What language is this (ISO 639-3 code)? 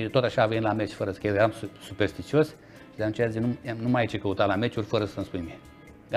ron